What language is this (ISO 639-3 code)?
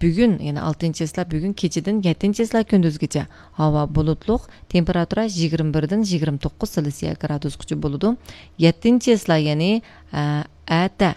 uig